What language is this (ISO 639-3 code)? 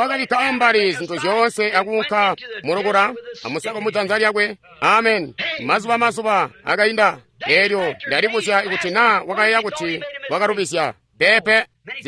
toi